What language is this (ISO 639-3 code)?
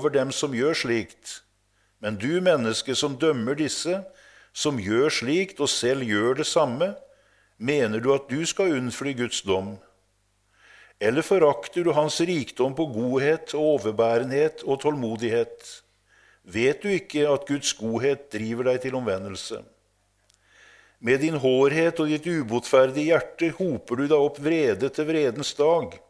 nor